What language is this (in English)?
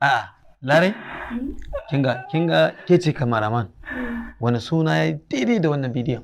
Hausa